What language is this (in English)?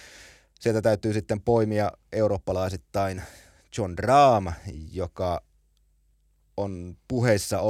Finnish